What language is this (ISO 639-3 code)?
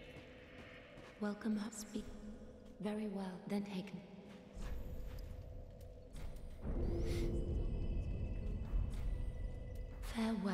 hun